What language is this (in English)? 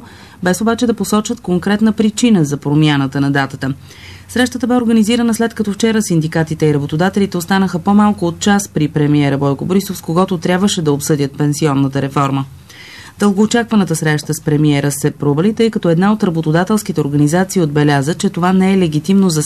Bulgarian